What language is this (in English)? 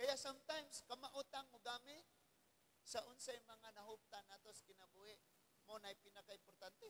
Cebuano